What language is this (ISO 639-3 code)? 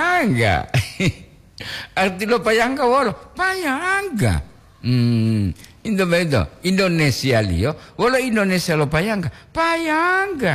gor